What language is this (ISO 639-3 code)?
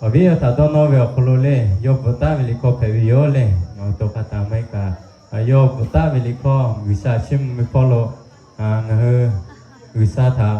lhu